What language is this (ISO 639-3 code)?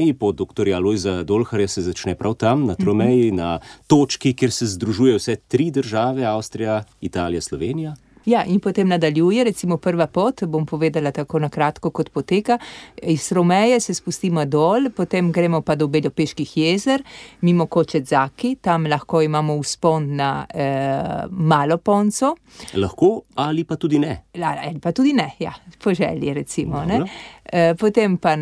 slv